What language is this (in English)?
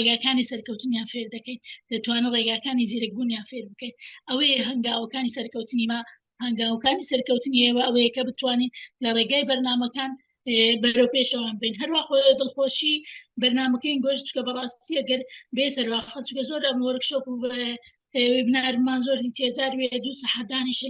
Central Kurdish